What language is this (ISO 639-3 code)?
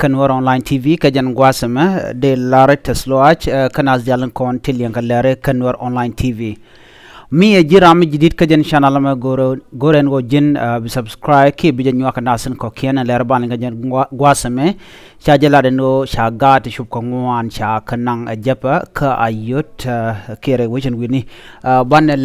nus